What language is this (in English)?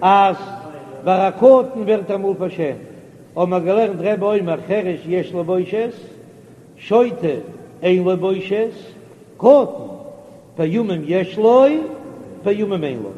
Yiddish